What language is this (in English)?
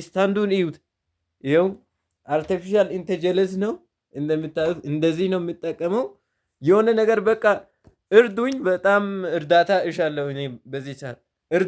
Amharic